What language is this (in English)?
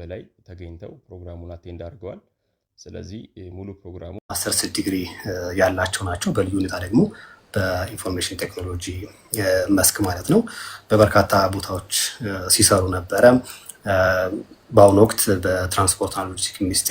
Amharic